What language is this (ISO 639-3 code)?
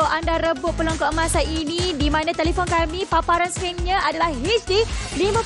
msa